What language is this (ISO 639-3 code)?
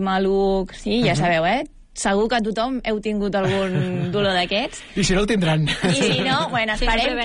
cat